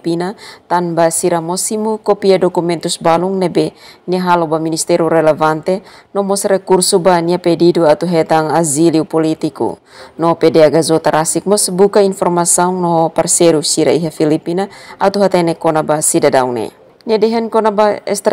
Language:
Tetum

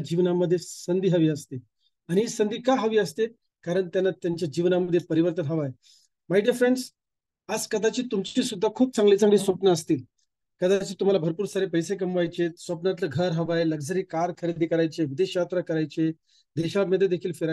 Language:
Marathi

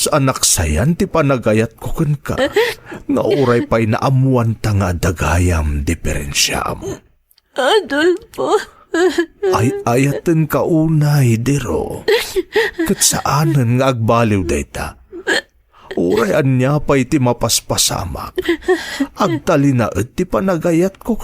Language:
Iloko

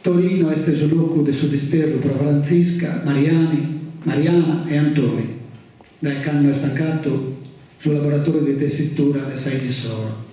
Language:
Sardinian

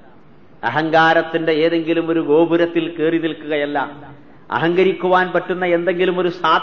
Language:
Malayalam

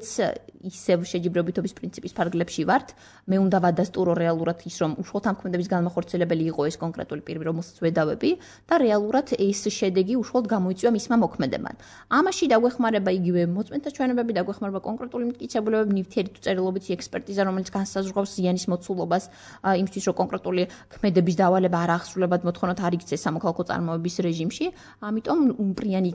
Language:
Georgian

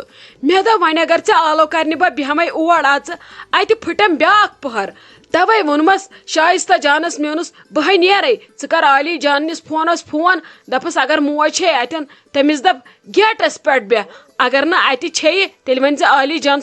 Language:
Kashmiri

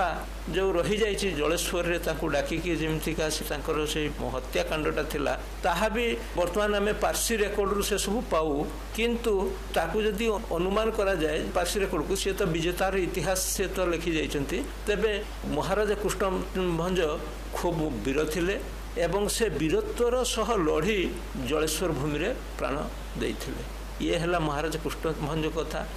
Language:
Odia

